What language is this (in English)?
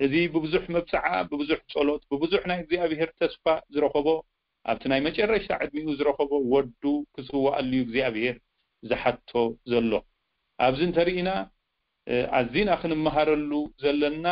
Tigrinya